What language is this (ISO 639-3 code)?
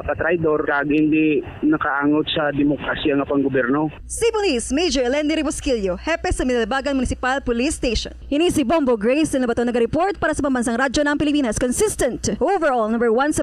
hil